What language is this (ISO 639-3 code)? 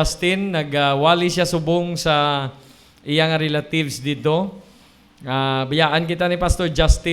hil